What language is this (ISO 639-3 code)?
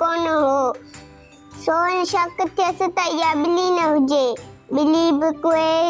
snd